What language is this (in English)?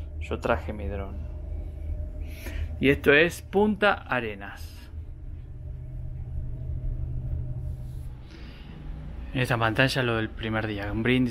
Spanish